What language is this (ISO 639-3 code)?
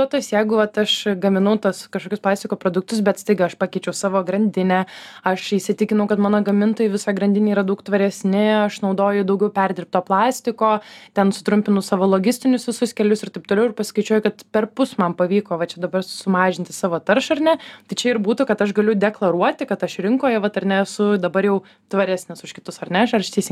lit